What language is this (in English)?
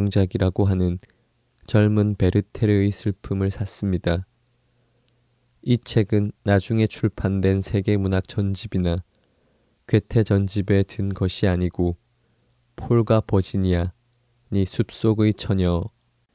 Korean